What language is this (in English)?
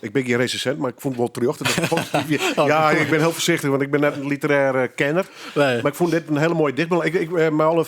Western Frisian